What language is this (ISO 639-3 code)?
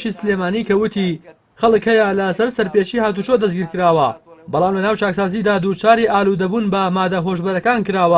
ckb